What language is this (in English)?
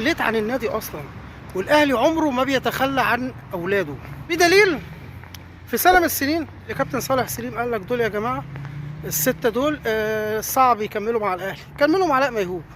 Egyptian Arabic